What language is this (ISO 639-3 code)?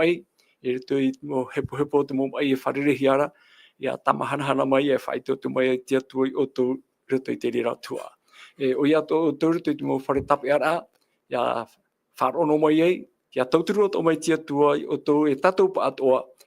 tah